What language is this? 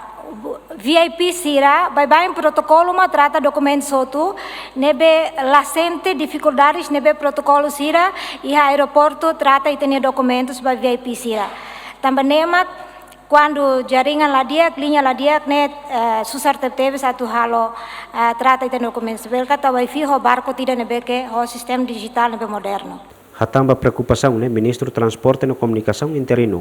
Tetum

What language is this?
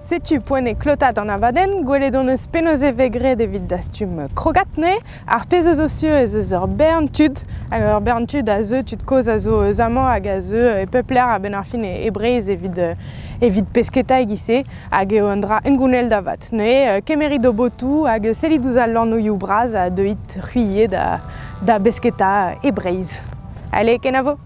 Breton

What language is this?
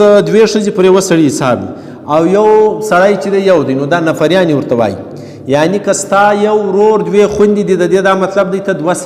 Pashto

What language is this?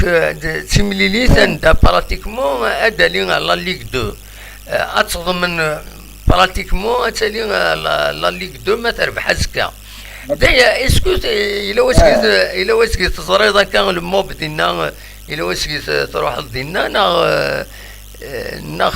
Kabyle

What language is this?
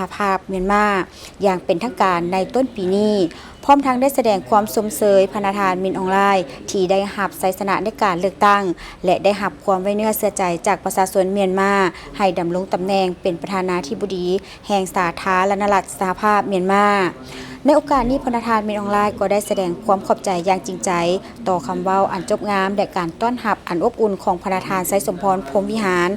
Lao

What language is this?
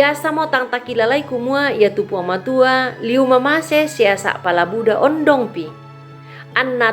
Toraja-Sa'dan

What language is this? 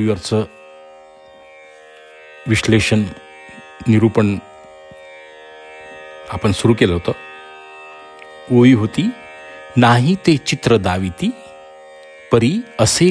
Marathi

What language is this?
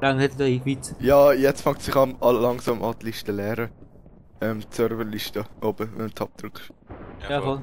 Swiss German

